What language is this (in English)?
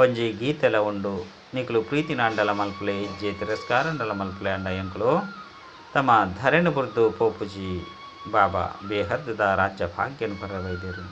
Tulu